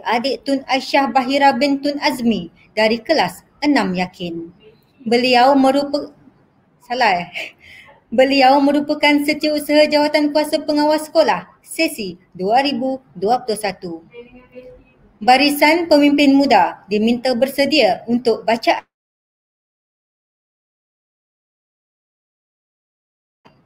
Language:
Malay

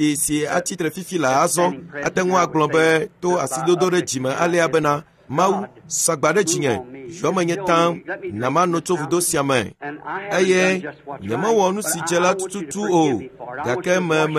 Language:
Ewe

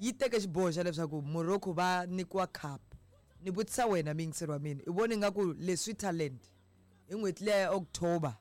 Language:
Tsonga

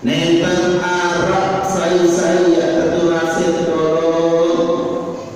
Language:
Sasak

